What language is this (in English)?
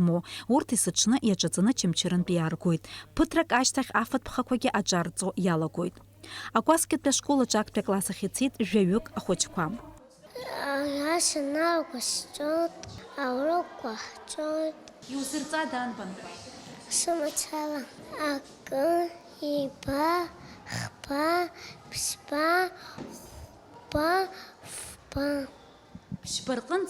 Abkhazian